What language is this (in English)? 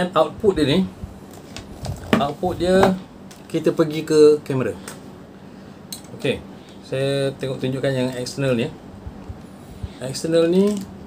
Malay